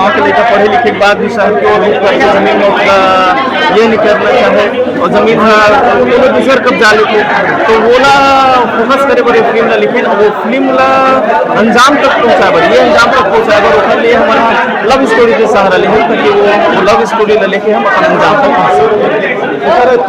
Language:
Chhattisgarhi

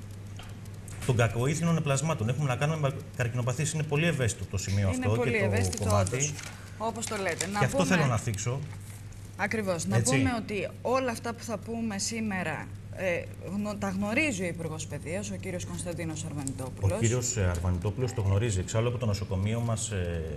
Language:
Greek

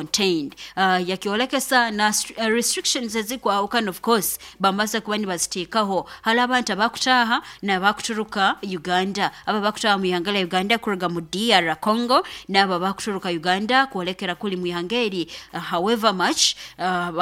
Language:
Nyoro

